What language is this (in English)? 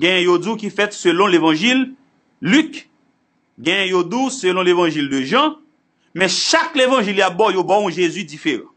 Haitian Creole